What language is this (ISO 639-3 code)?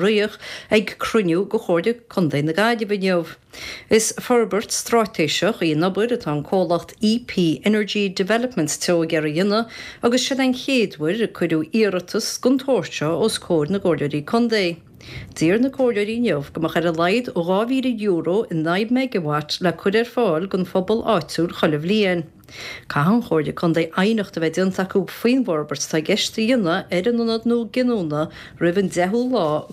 gle